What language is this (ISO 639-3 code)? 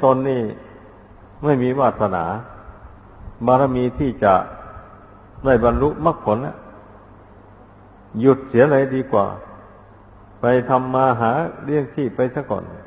tha